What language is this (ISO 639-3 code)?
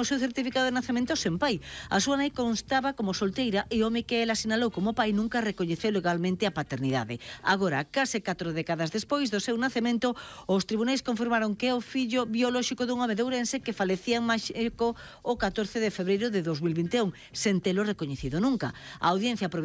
glg